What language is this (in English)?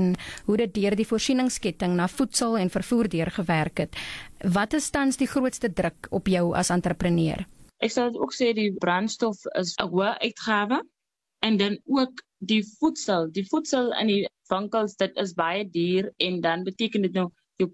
Afrikaans